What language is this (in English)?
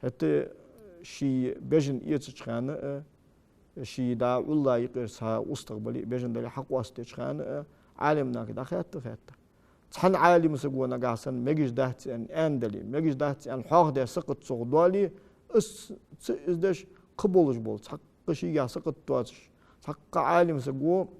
Ingush